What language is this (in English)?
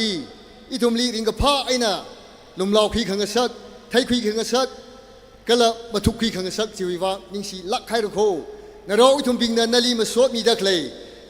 Tangkhul Naga (India)